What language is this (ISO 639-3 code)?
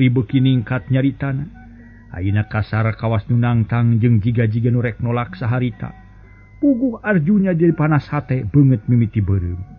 sun